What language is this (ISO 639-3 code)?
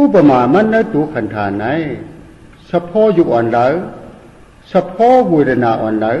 shn